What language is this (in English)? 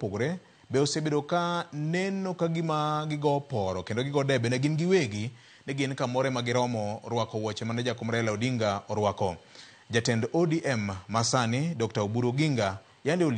Luo (Kenya and Tanzania)